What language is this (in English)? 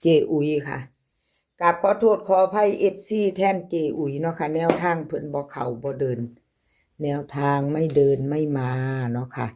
Northeastern Thai